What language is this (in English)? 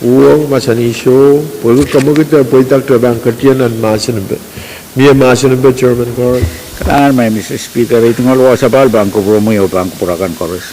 Pohnpeian